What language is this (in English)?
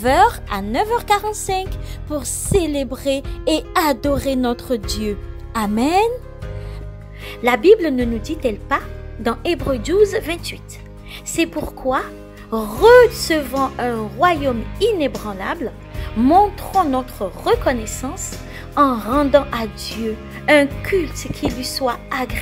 French